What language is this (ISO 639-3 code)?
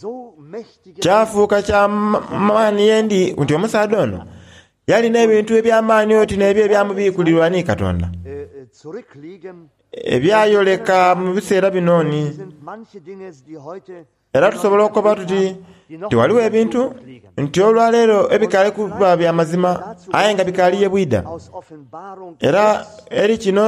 xog